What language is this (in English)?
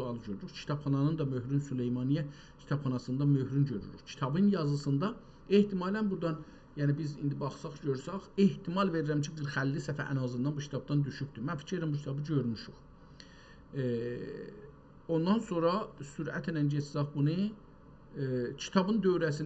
South Azerbaijani